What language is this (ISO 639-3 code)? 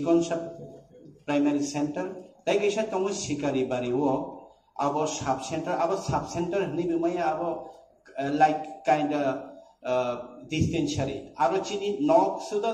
trp